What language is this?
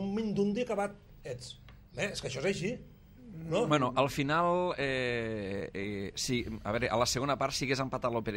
Catalan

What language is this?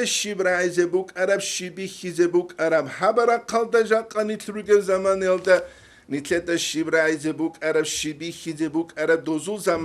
Avaric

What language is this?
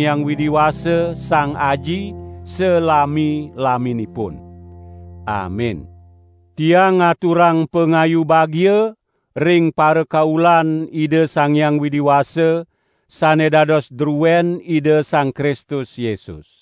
Balinese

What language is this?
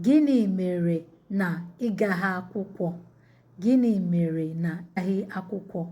Igbo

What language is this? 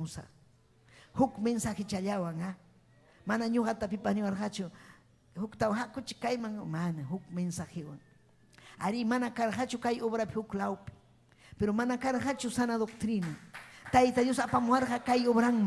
Ayacucho Quechua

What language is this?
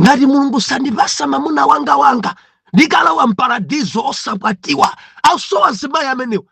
Nyanja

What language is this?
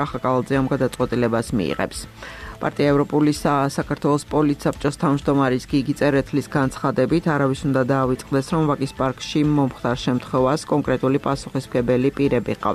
Georgian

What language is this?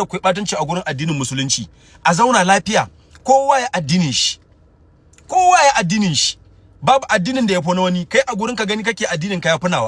Hausa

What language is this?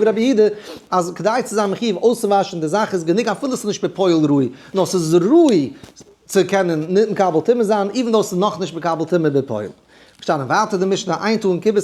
Yiddish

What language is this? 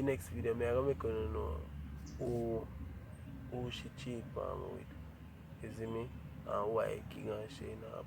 Jamaican Creole English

